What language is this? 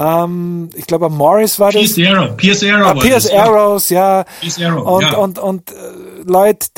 German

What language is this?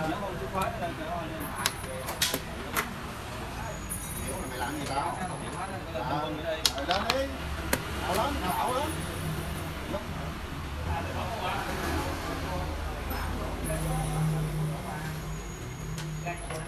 Vietnamese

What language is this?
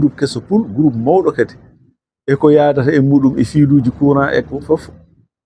Fula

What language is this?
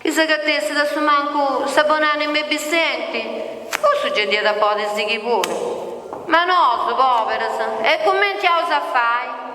Sardinian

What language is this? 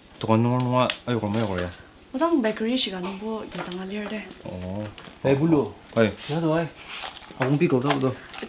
Ao Naga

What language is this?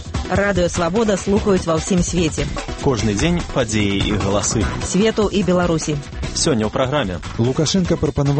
Belarusian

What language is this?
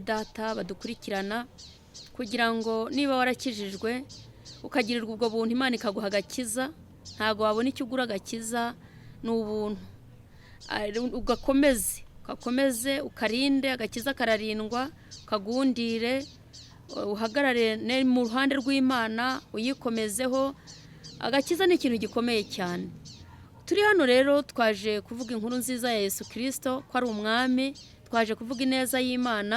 Kinyarwanda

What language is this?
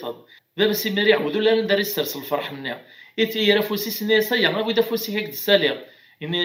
Kabyle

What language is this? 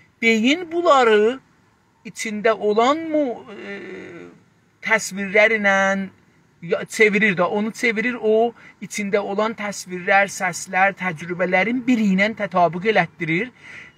South Azerbaijani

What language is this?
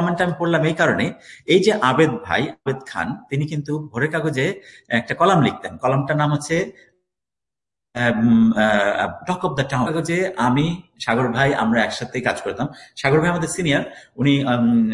Bangla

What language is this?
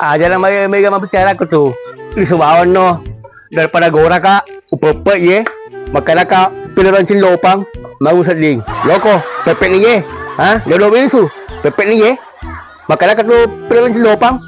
Buginese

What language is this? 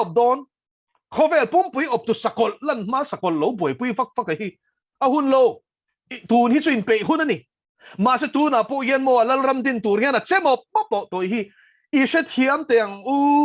Mizo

